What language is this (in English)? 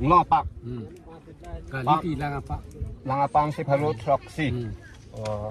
Karbi